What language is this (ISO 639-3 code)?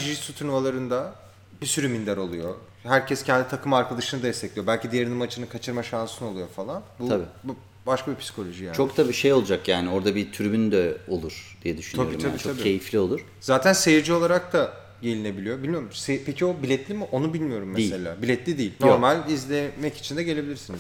tur